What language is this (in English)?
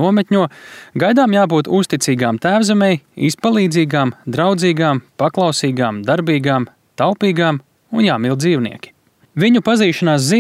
Latvian